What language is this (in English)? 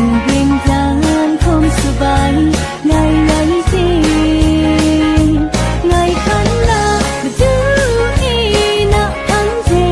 Kachin